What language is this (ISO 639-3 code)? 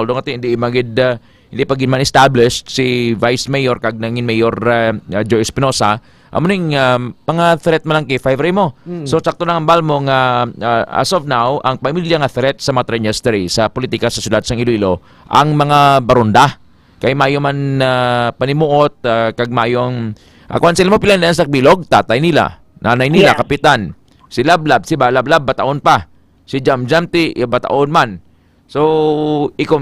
hil